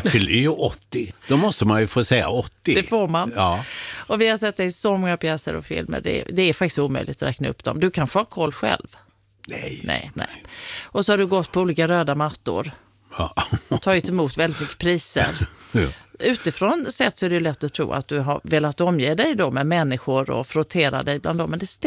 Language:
Swedish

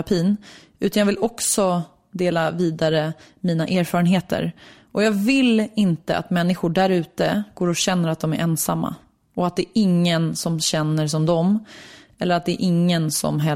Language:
Swedish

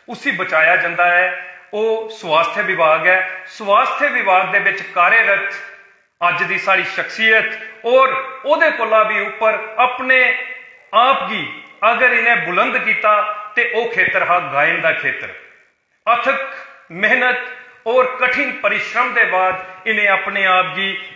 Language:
Dogri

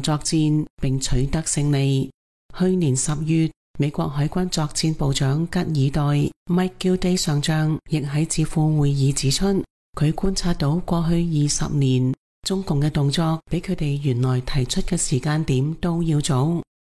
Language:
Cantonese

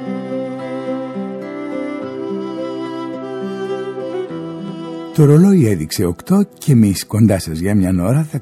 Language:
Greek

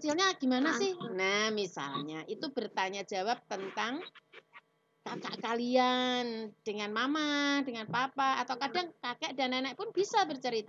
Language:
Indonesian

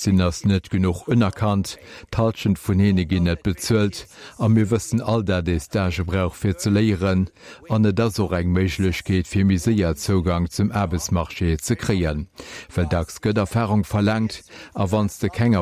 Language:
Luxembourgish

